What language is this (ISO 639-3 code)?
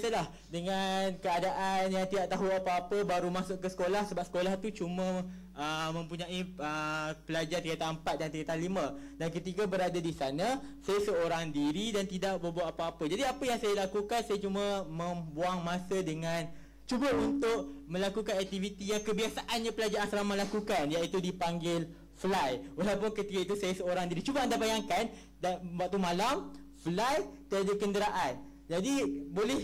msa